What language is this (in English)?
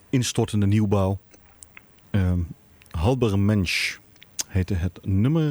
Dutch